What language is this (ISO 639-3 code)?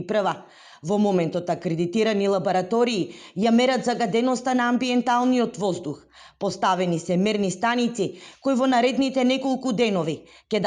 mkd